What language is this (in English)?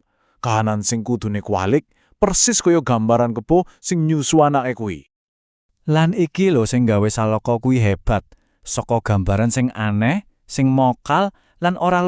Javanese